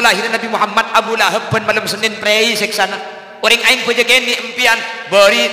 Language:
Madurese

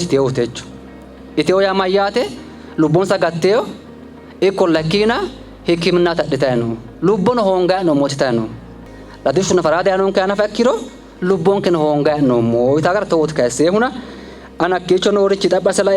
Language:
Sidamo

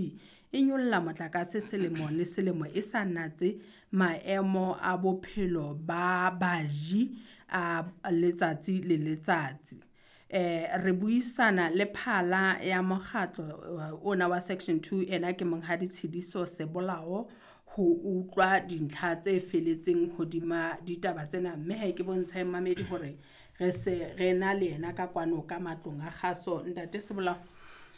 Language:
Southern Sotho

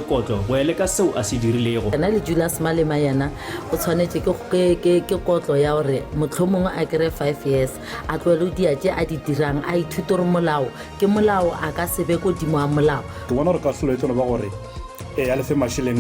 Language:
Northern Sotho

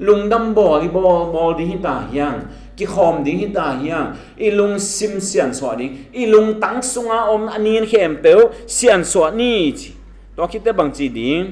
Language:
Tedim Chin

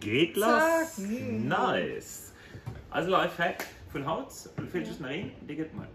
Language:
Luxembourgish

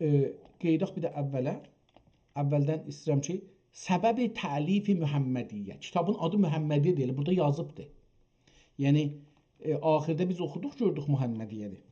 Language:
South Azerbaijani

